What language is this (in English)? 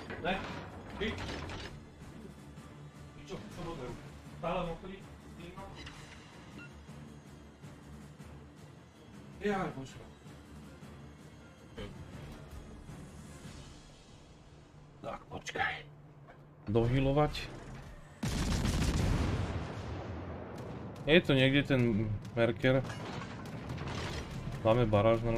Slovak